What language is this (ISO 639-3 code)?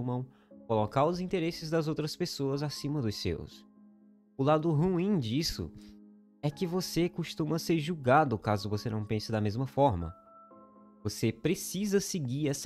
por